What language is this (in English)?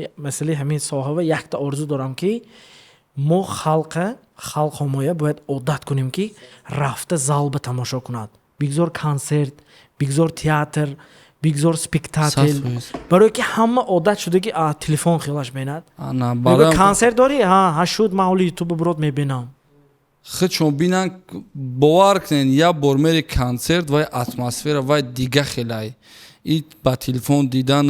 Tajik